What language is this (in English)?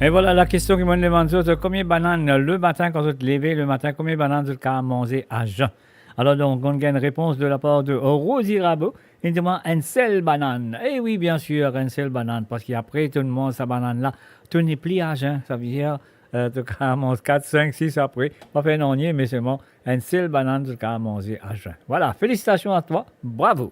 Morisyen